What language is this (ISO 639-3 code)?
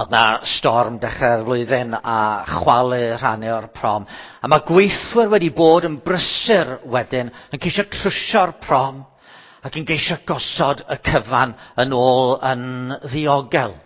cym